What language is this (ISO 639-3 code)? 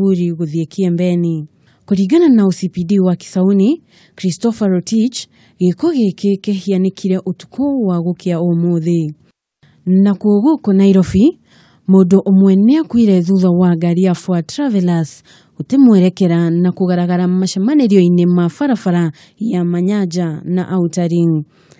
kik